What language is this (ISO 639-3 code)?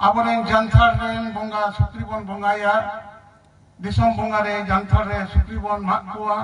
sat